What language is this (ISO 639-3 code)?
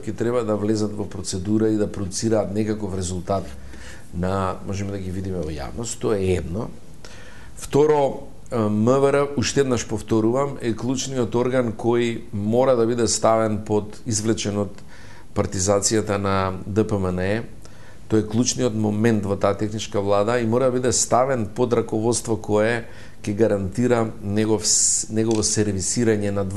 mkd